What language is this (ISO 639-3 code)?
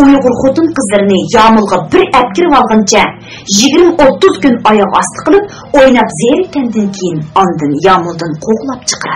uig